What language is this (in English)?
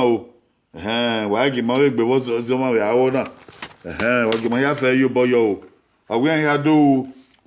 Bini